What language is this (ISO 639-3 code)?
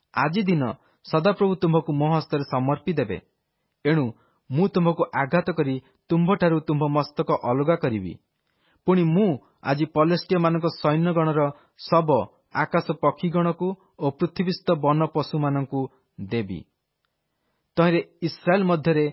ori